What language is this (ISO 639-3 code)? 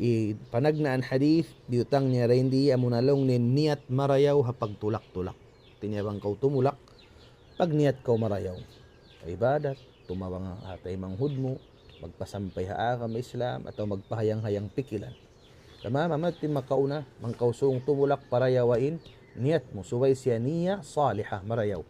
tsg